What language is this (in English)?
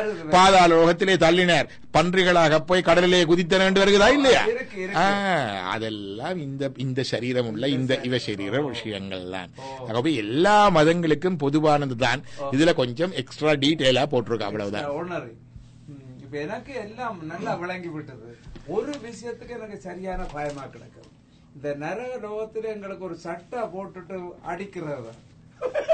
Tamil